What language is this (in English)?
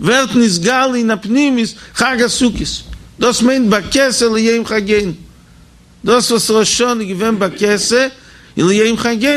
Yiddish